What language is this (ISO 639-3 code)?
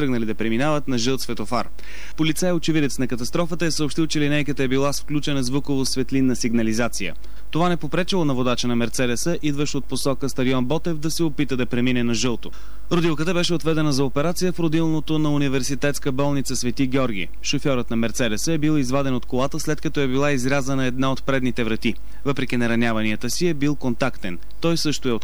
bul